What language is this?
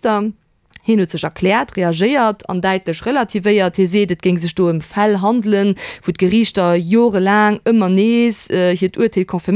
Luxembourgish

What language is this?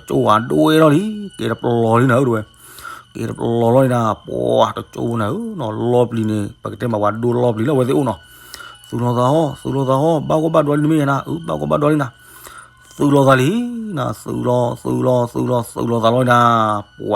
S'gaw Karen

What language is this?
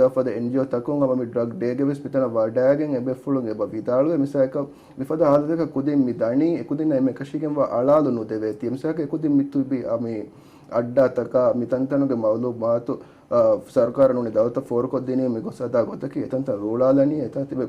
Divehi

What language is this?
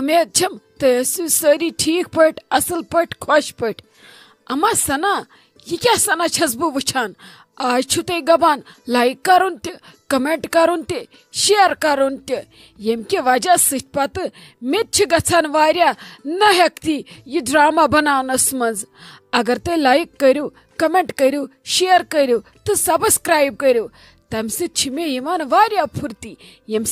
Kashmiri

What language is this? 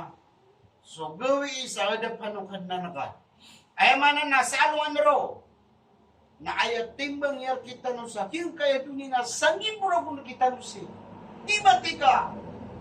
Maranao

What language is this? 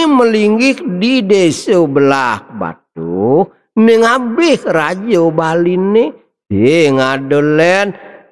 Balinese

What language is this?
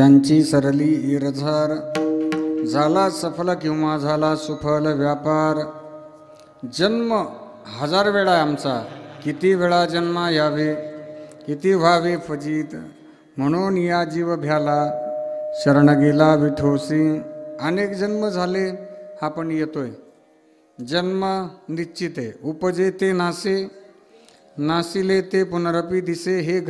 Marathi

